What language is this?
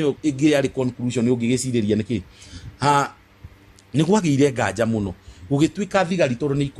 Kikuyu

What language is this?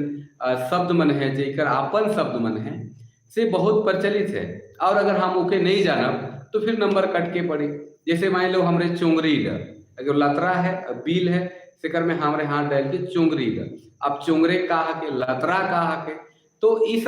Sadri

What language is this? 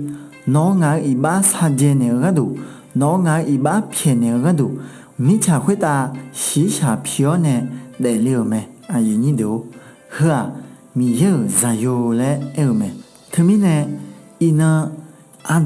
Akha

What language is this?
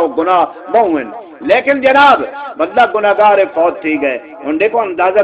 Saraiki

